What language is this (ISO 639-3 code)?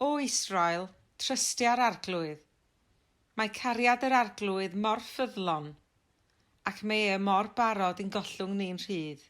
cym